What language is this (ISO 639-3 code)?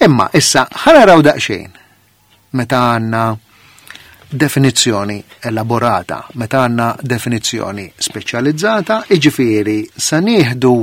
mlt